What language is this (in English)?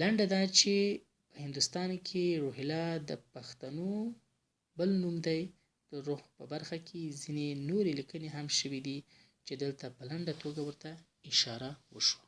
Pashto